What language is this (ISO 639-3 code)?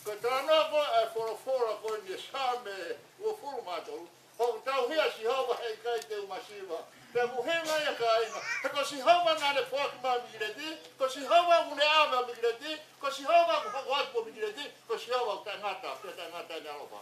ton